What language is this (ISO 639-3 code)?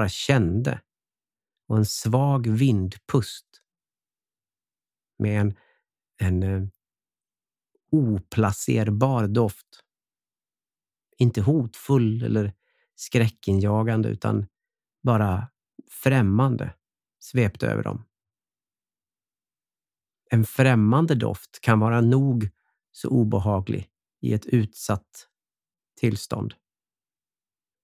swe